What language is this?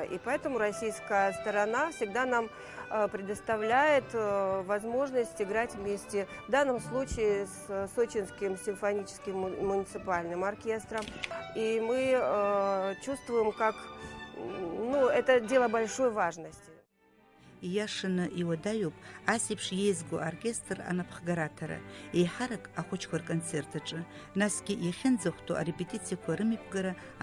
Abkhazian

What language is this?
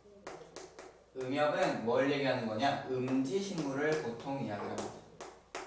Korean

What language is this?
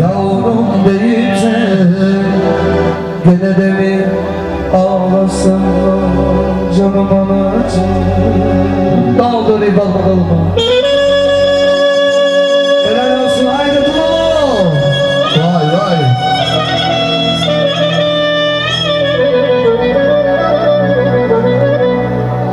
Turkish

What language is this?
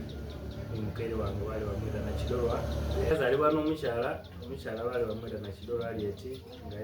Soga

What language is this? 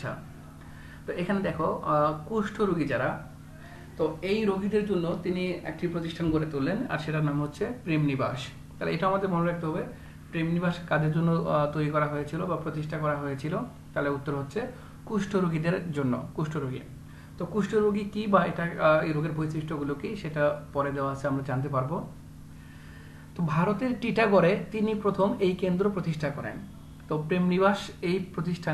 Bangla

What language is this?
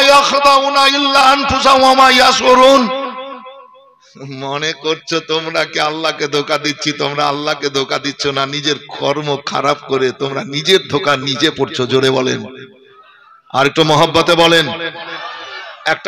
Bangla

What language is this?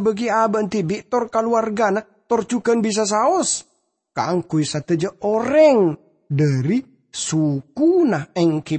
Madurese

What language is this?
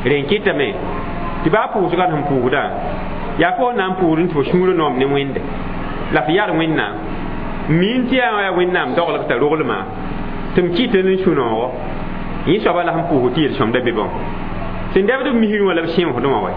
Mossi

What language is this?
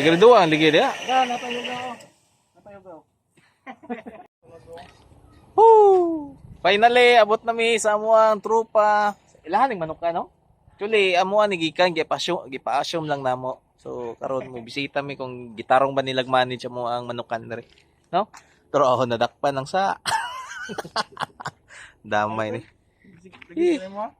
Cebuano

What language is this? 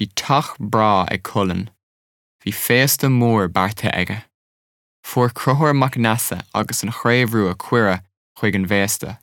Irish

